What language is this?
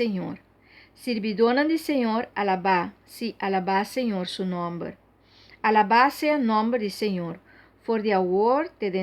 Papiamento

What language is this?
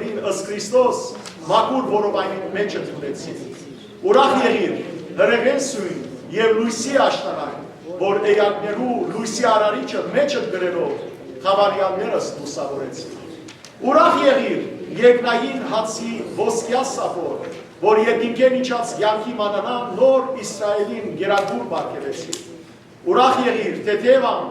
Western Armenian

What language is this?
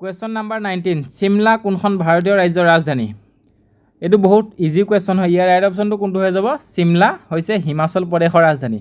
Assamese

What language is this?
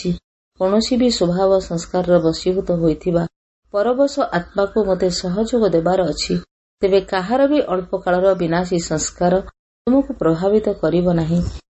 Odia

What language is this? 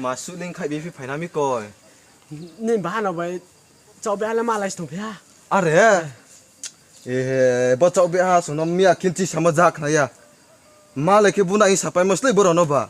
Riang (India)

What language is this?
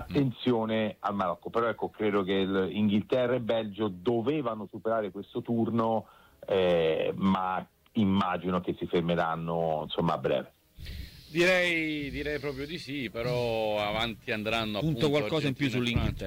Italian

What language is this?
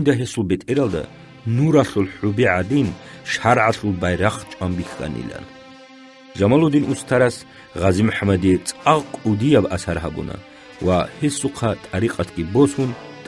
Avaric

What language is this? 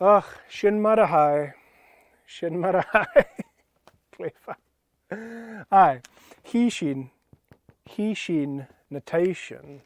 Scottish Gaelic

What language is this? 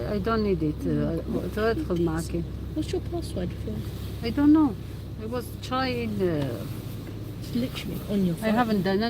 Algerian Arabic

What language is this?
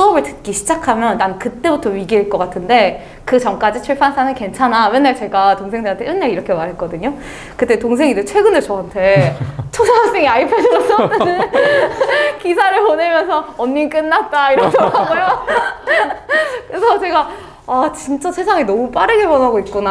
Korean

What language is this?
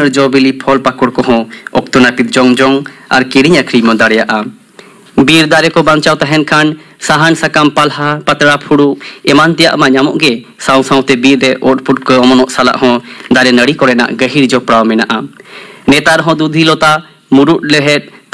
Santali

